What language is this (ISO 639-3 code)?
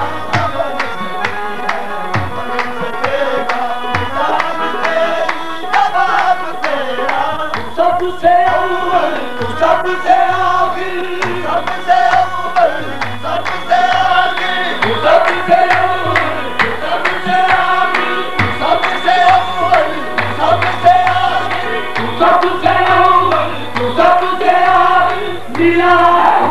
urd